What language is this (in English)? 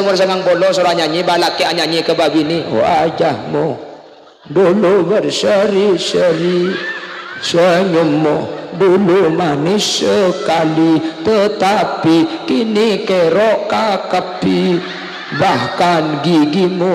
Madurese